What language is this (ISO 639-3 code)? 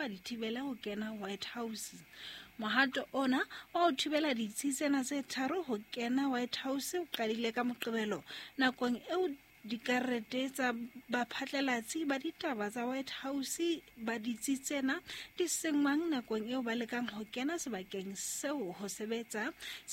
sot